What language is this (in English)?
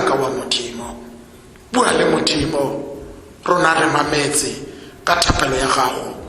Tswana